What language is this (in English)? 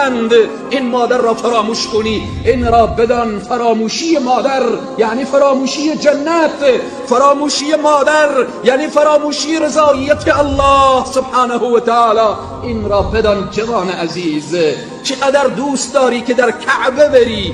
Persian